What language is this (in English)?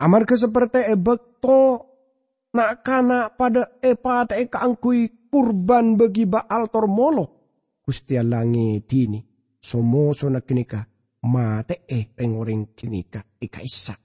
Madurese